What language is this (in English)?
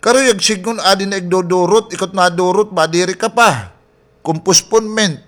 Waray